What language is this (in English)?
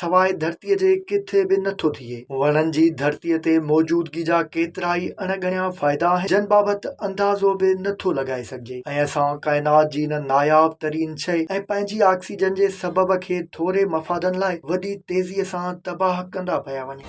Sindhi